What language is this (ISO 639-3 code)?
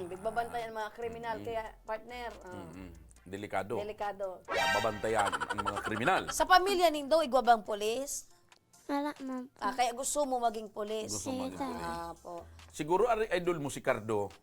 bik